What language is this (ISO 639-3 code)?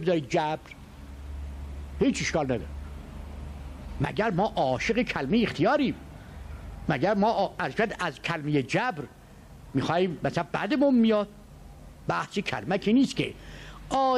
fas